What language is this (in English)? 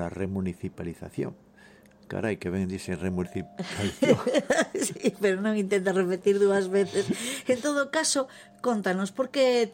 Galician